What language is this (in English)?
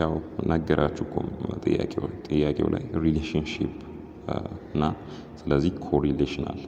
Amharic